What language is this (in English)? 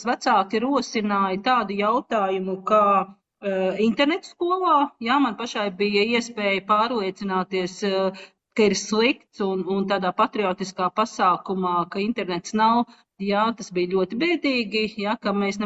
Latvian